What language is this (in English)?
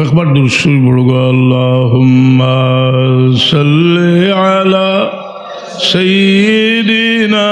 Sylheti